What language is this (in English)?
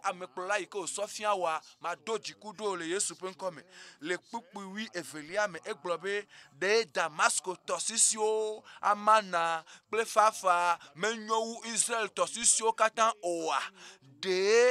Ewe